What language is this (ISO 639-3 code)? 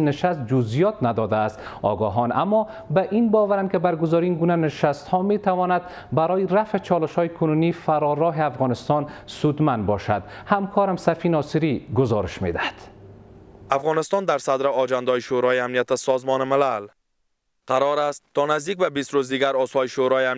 fas